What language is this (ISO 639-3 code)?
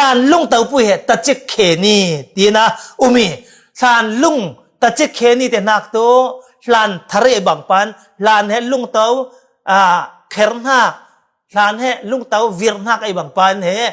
cfm